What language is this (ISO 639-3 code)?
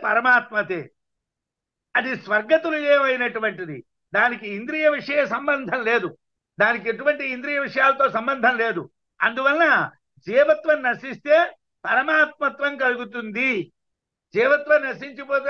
tel